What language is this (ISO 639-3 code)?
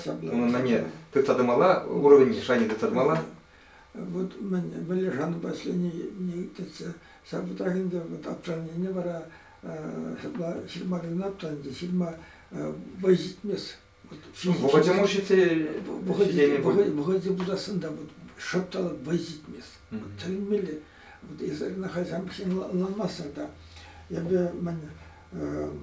chv